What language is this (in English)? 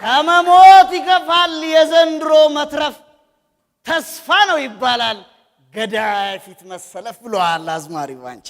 Amharic